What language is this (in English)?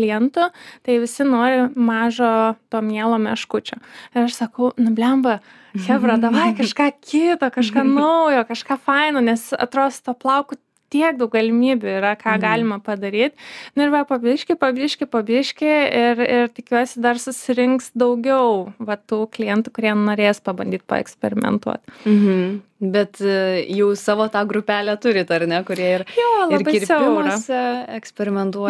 Lithuanian